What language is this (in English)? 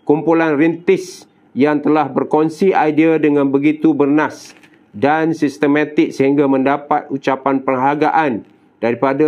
Malay